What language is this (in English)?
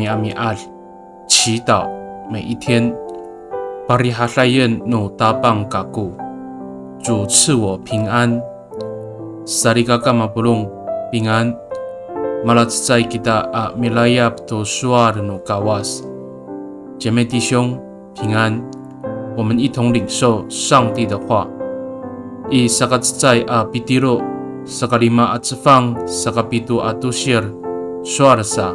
Amis